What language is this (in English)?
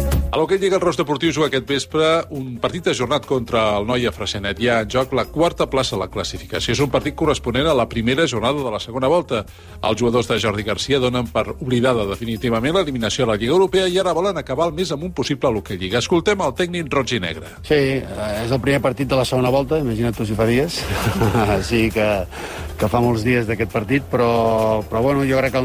Catalan